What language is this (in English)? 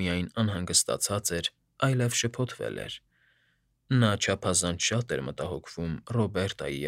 Armenian